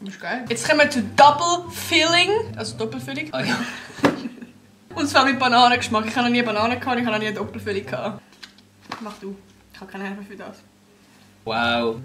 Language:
Swiss German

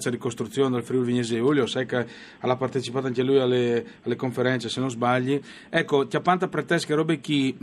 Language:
Friulian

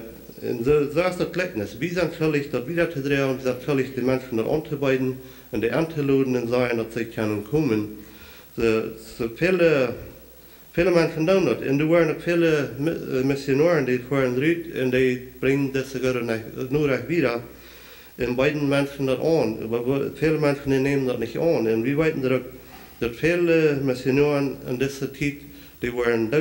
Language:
Plautdietsch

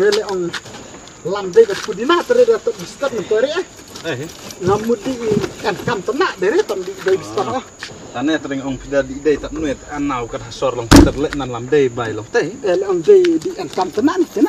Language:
Khasi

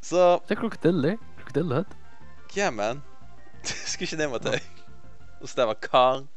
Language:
Faroese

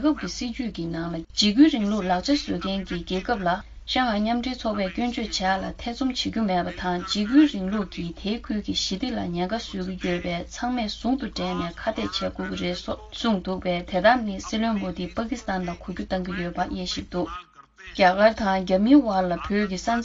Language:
Tibetan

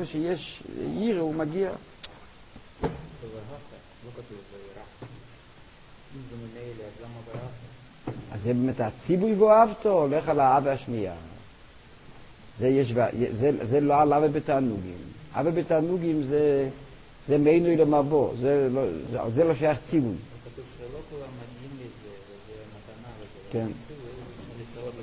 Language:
Hebrew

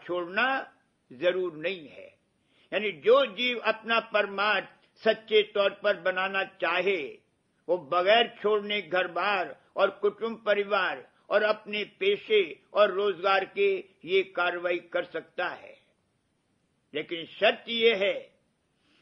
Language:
Hindi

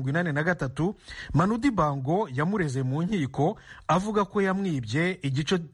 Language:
Kinyarwanda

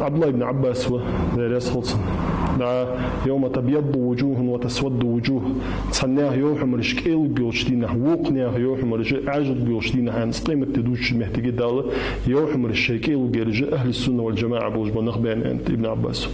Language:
Ingush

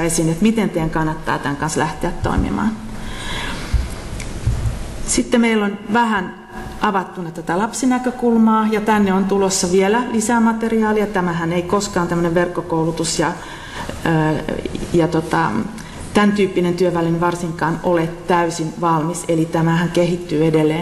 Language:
Finnish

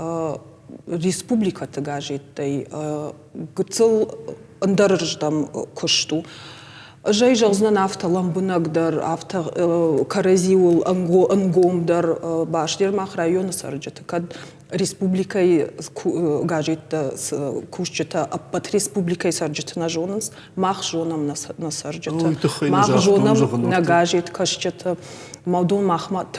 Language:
Ossetic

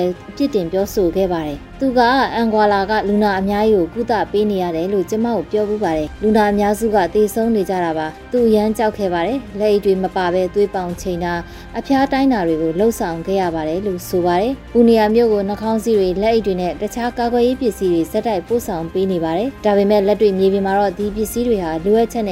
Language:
Burmese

